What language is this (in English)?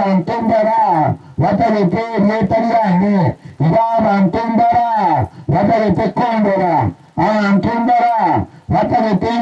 Gusii